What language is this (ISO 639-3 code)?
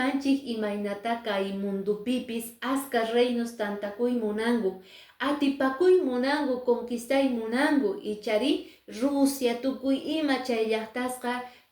que